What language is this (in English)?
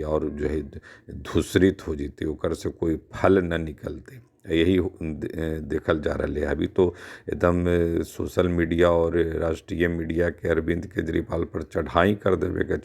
Magahi